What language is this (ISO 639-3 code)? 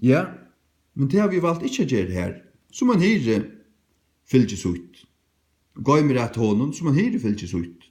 fao